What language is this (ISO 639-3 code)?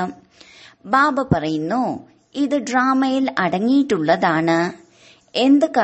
mal